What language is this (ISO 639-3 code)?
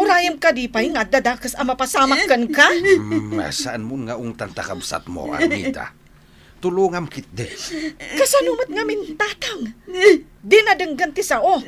ilo